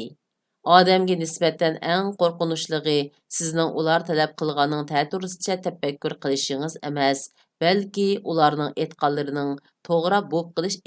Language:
Uyghur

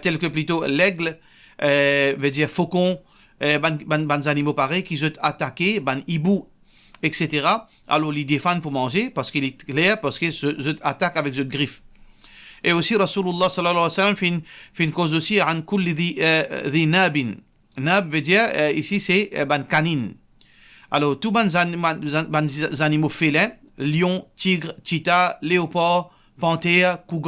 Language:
Morisyen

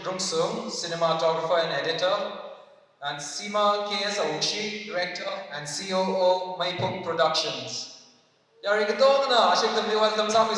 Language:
Tangkhul Naga (India)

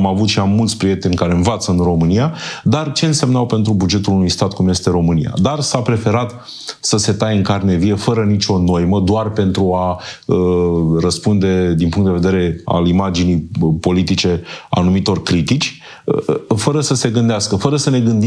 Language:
Romanian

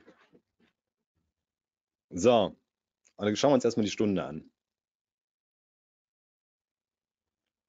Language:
German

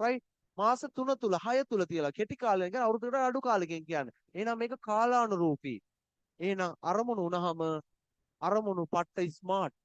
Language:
Sinhala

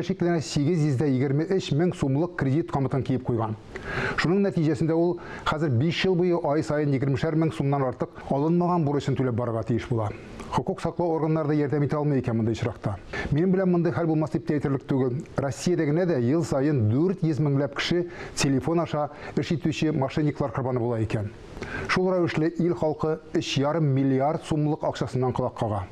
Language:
Tatar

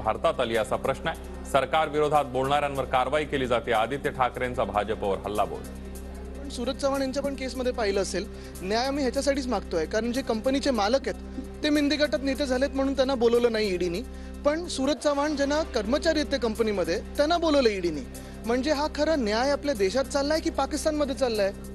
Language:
Marathi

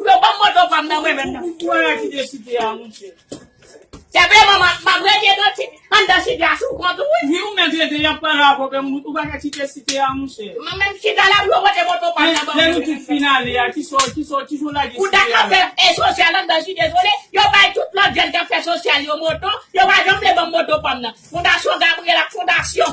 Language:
Haitian Creole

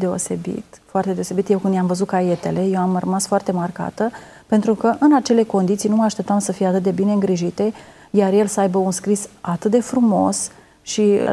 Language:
Romanian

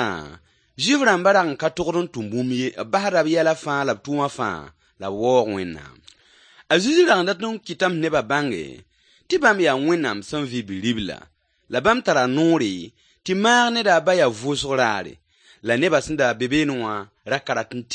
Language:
Mossi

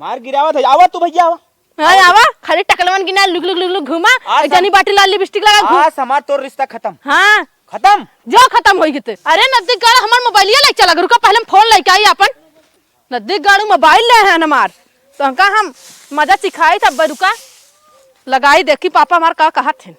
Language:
Awadhi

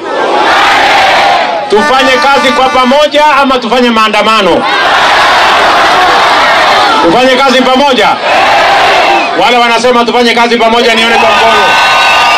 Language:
Swahili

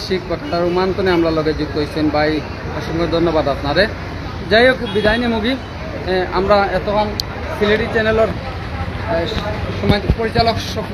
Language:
Sylheti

